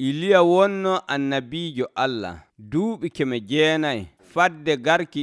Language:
Nigerian Fulfulde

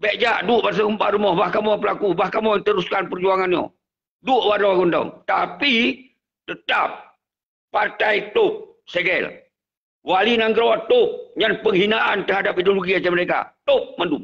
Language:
Achinese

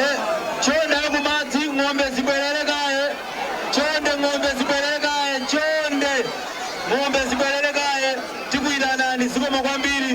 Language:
Nyanja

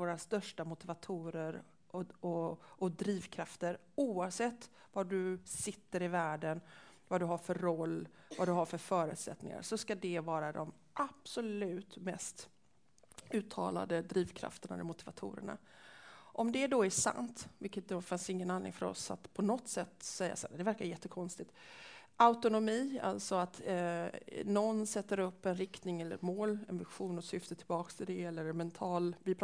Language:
Swedish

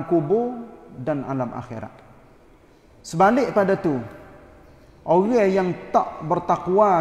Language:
Malay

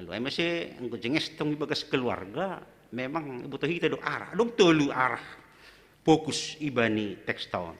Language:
Batak Simalungun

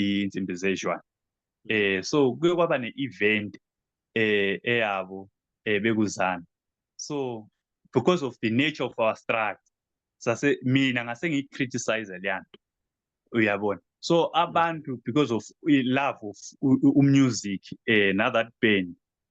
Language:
Zulu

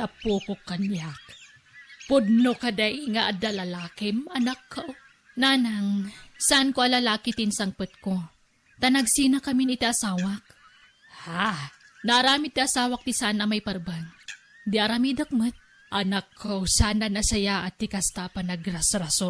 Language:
Iloko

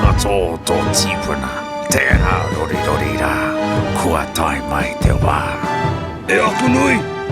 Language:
Māori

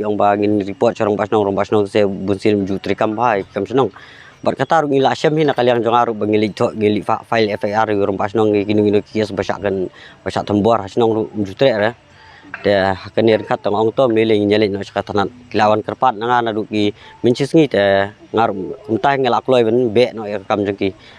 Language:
Khasi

